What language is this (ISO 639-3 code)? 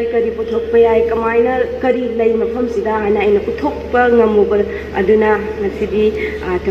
mni